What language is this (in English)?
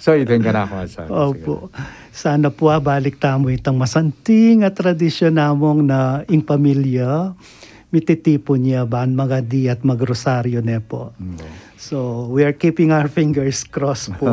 Pampanga